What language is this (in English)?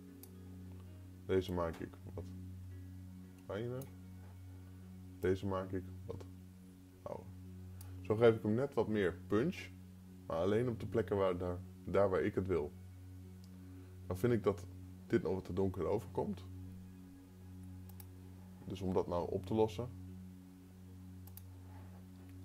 Dutch